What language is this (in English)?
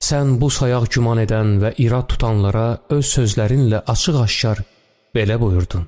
Azerbaijani